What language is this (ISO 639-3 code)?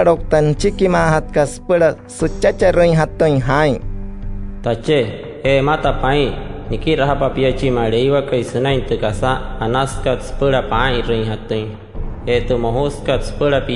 guc